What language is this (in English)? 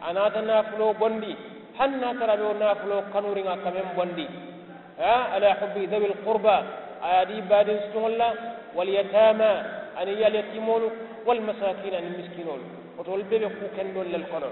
Mandingo